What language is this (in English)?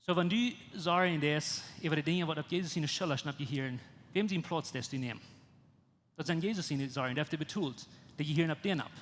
Plautdietsch